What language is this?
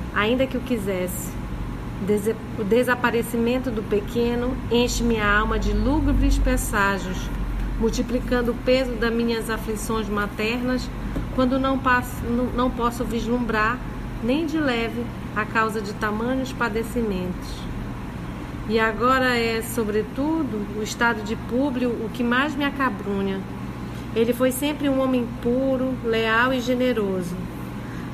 Portuguese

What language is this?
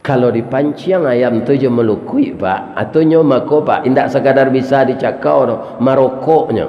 Minangkabau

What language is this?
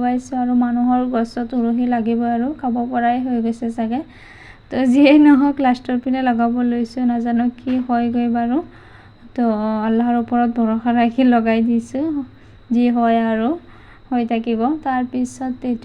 Assamese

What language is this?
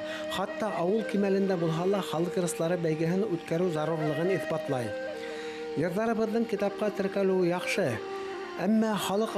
Bashkir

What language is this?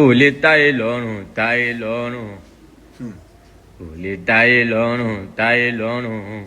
Yoruba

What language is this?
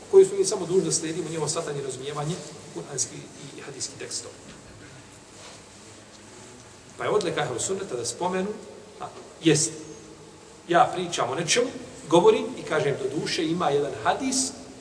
Bosnian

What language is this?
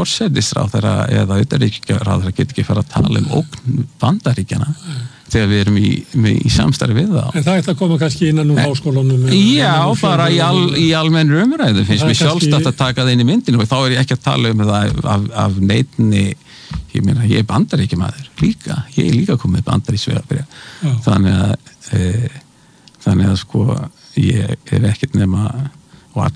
Icelandic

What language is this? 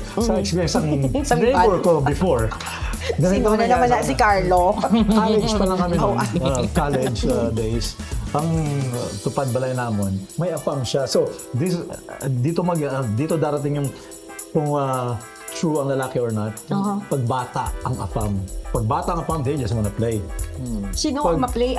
Hiligaynon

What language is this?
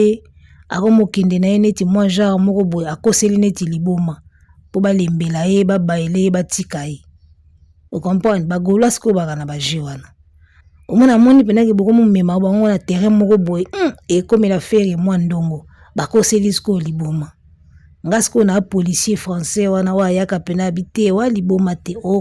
Lingala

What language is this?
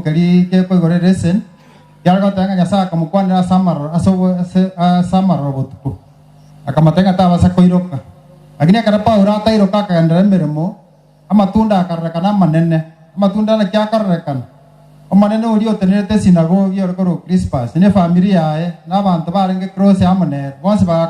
Gusii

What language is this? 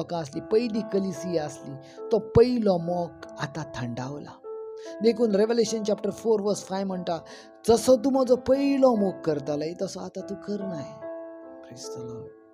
Konkani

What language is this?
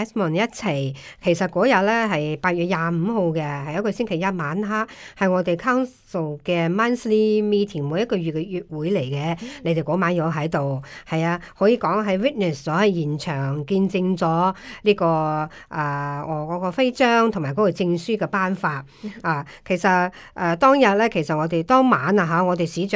Cantonese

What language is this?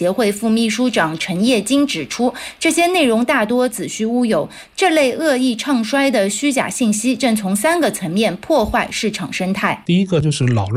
Chinese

